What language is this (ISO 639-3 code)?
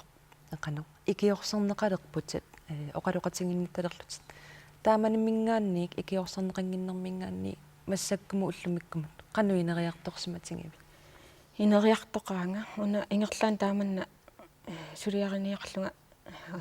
kal